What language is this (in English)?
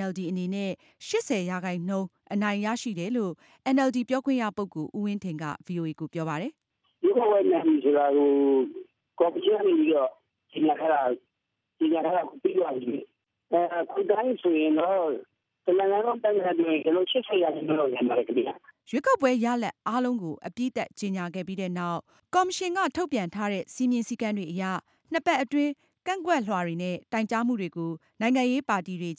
Burmese